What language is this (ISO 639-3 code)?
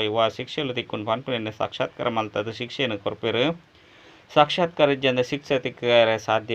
tcy